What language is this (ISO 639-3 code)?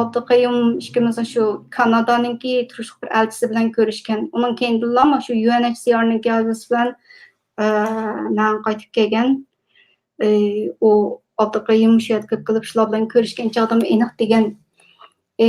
uig